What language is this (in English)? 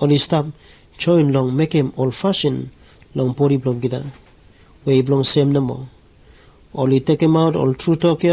Bislama